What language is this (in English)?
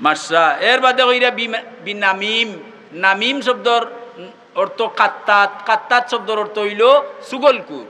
Sylheti